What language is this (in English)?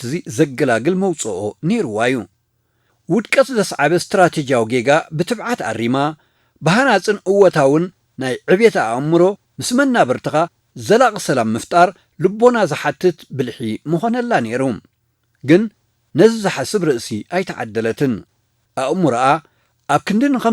Tigrinya